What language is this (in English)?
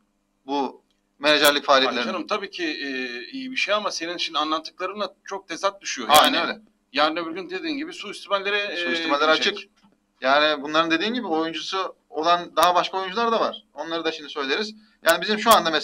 Turkish